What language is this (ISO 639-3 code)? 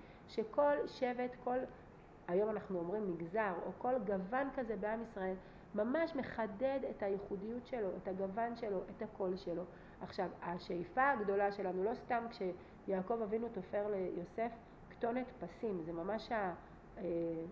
heb